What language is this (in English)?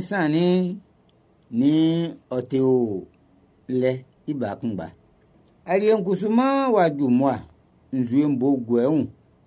Baoulé